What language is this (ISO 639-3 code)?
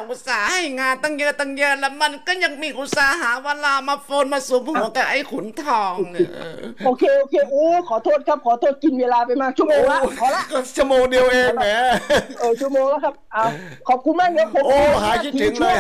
tha